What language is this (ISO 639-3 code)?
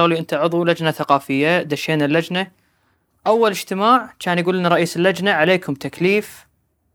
afb